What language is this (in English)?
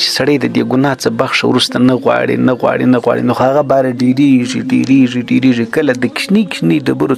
Pashto